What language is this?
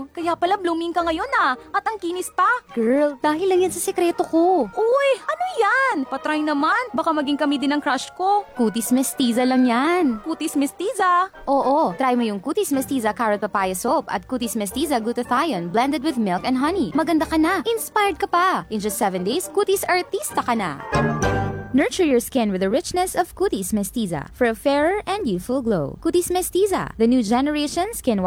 Filipino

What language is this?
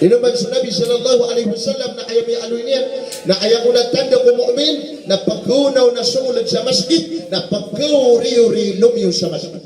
Maranao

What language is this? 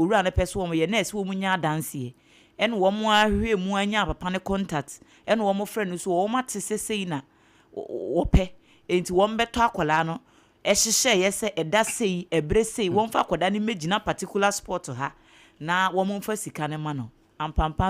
Akan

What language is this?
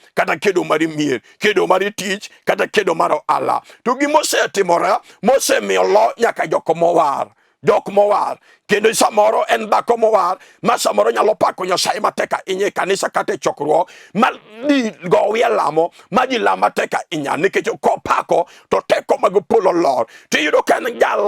Luo (Kenya and Tanzania)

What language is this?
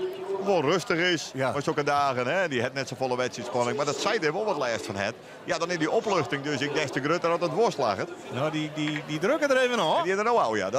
Western Frisian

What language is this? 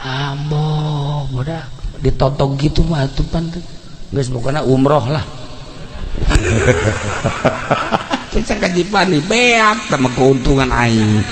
Sundanese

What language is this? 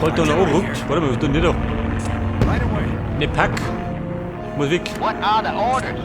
Bavarian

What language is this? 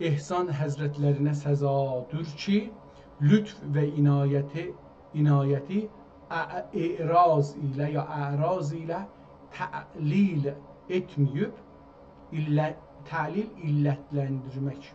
South Azerbaijani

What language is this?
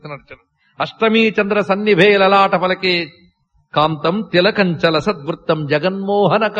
Telugu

